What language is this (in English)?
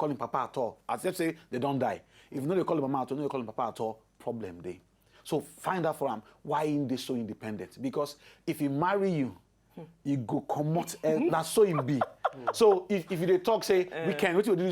Nigerian Pidgin